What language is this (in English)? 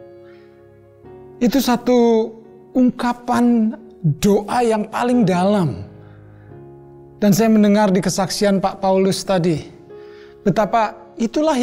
Indonesian